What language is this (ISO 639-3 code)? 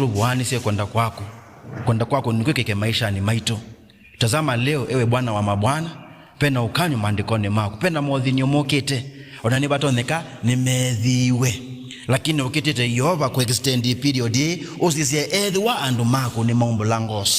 kam